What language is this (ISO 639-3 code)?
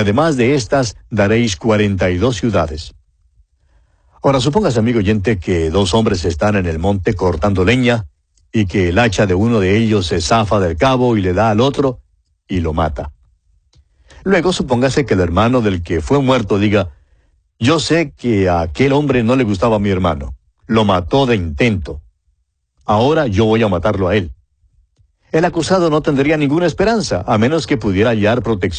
spa